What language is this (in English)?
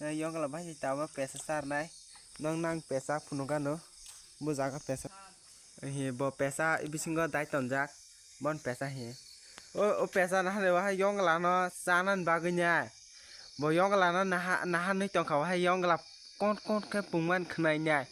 Kok Borok